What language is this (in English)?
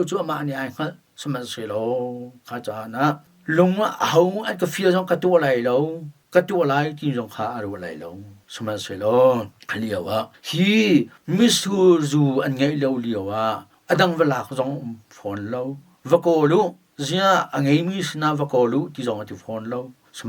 Hakha Chin